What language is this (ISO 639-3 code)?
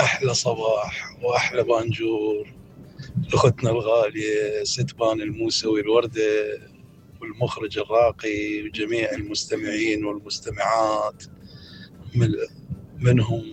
acm